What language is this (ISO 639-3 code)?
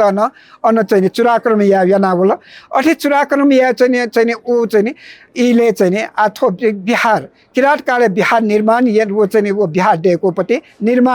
new